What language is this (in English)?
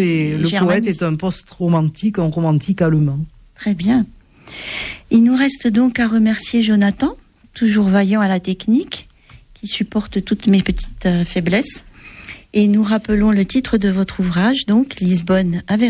French